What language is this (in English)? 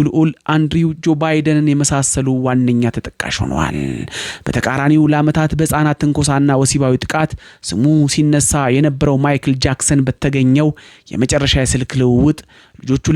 Amharic